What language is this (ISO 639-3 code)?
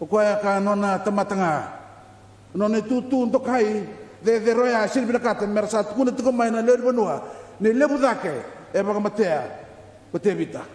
fij